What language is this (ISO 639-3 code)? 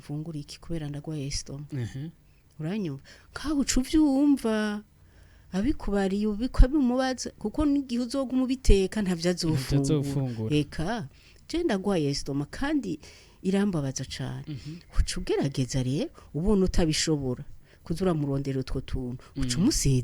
run